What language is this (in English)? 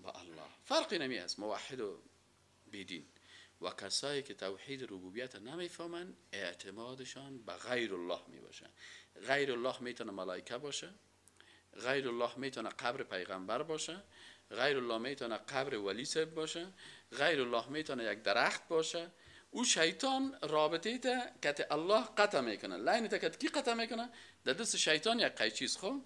Persian